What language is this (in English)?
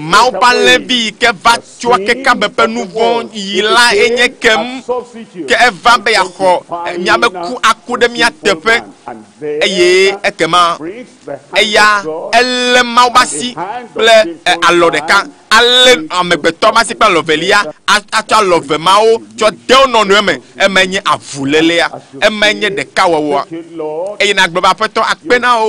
Ewe